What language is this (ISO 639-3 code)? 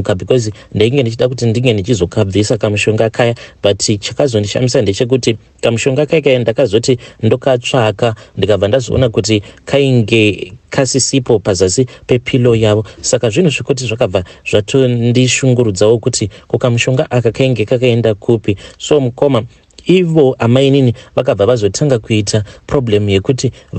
sna